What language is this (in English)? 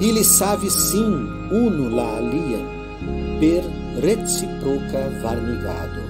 Esperanto